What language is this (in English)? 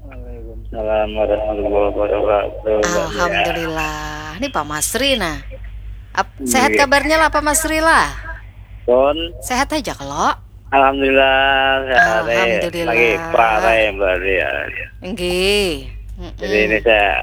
Banjar